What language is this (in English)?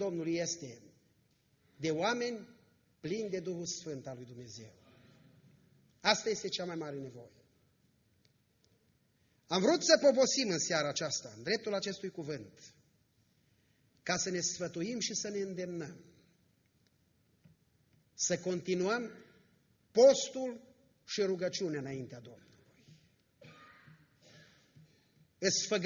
Romanian